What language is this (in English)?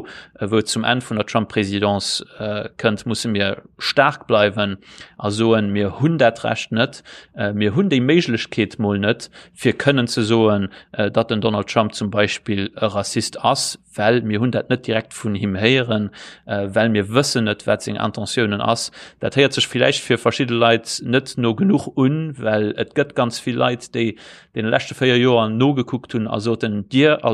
Luxembourgish